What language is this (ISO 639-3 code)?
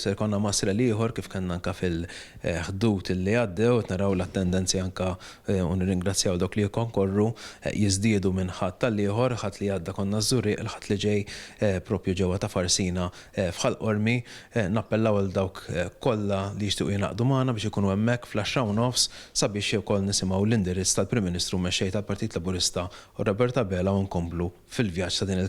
mlt